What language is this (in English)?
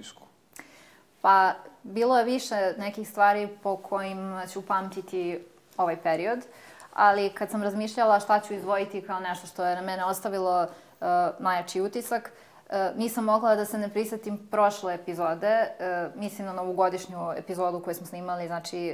Serbian